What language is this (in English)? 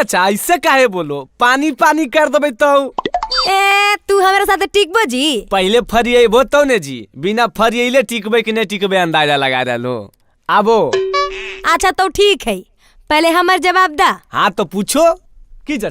Magahi